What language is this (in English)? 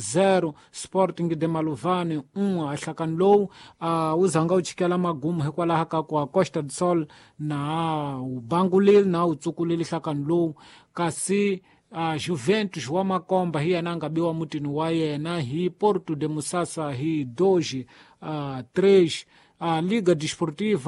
Tsonga